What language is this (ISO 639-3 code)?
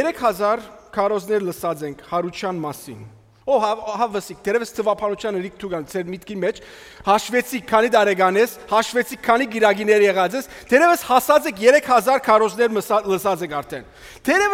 hyw